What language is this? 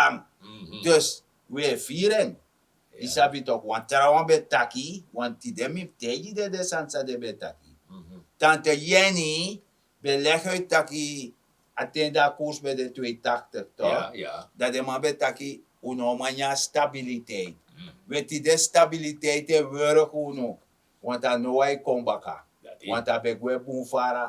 Sranan Tongo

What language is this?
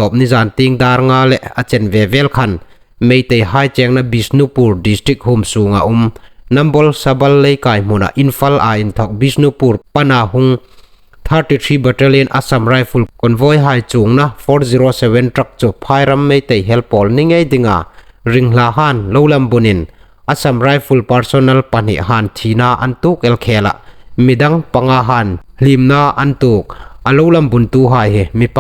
Hmar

